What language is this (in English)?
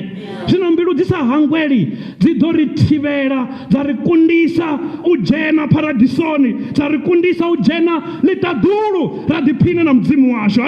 Venda